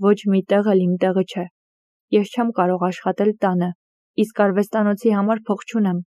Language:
Armenian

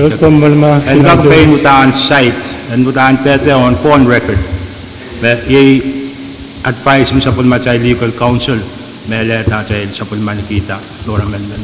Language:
Pohnpeian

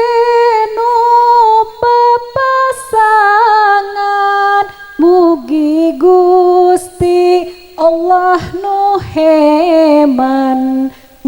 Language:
Sundanese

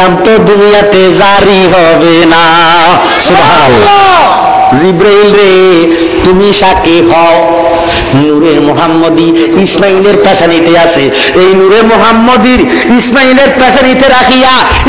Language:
Bangla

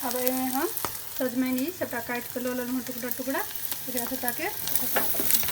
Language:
Maithili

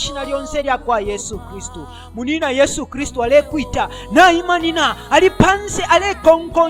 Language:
Bemba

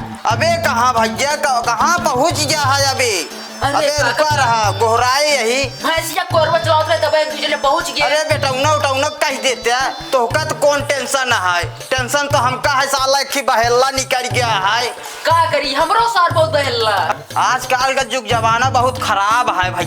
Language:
Awadhi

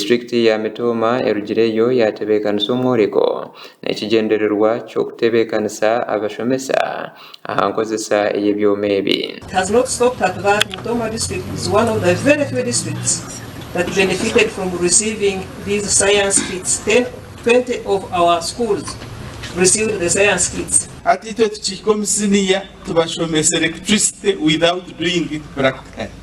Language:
Nyankole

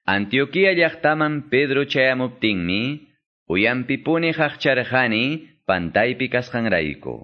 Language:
Quechua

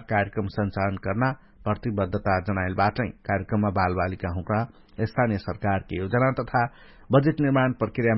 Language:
Dangaura Tharu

